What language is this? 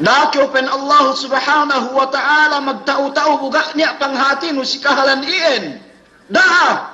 Yakan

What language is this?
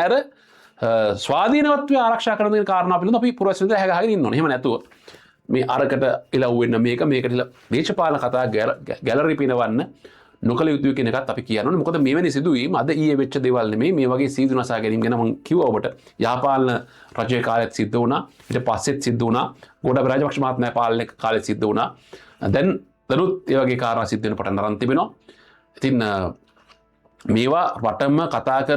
Sinhala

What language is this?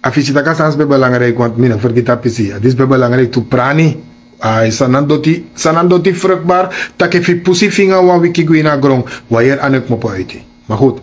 Sranan Tongo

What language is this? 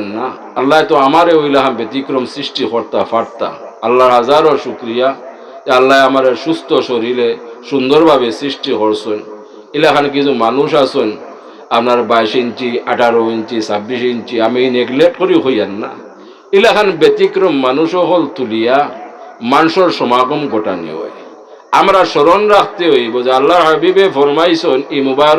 Sylheti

